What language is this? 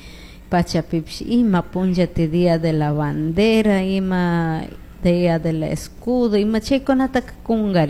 Chimborazo Highland Quichua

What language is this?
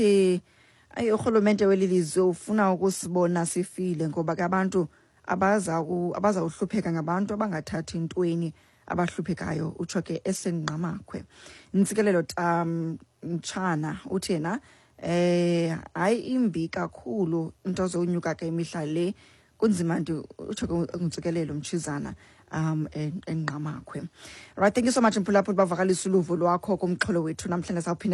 Xhosa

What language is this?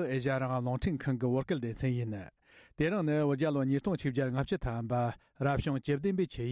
Tibetan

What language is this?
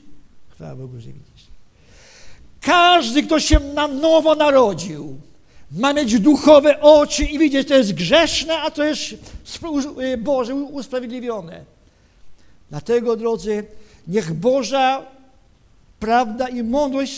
Polish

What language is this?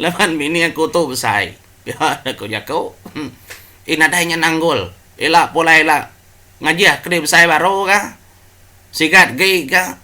Iban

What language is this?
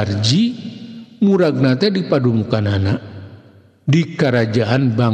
Sundanese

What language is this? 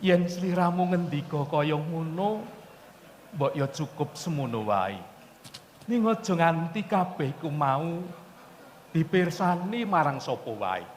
Javanese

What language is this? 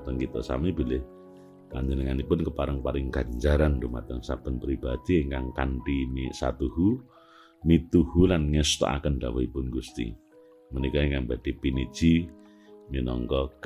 Javanese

